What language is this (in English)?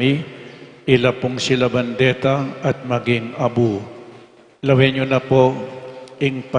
Pampanga